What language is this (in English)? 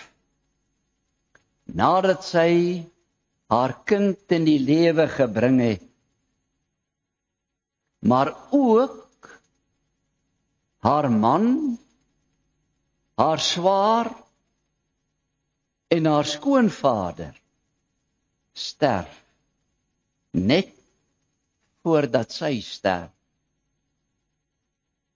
Afrikaans